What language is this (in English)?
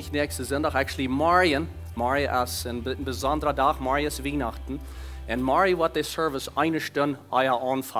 Plautdietsch